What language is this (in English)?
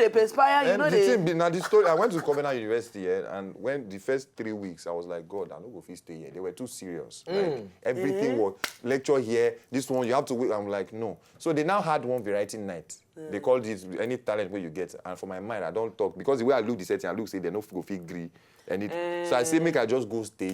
Nigerian Pidgin